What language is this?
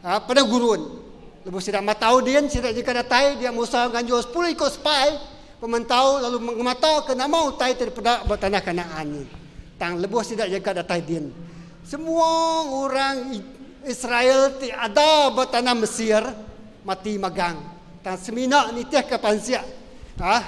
Iban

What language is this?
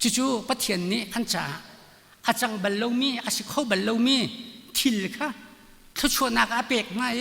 Hakha Chin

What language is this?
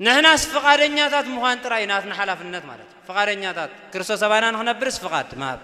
Tigrinya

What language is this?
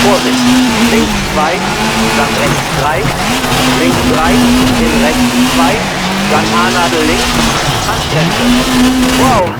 Bavarian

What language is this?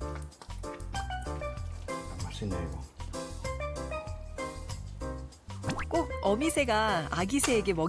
Korean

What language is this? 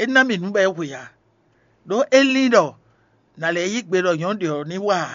Fon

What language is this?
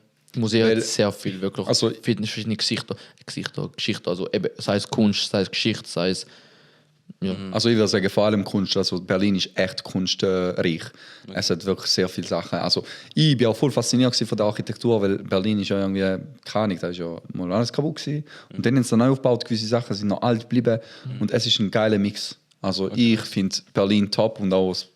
Swiss German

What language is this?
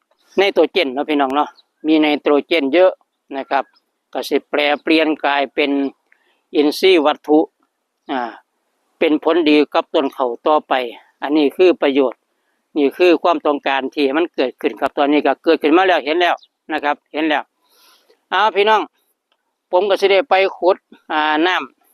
Northeastern Thai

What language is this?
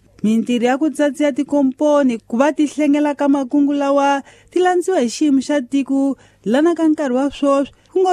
Tsonga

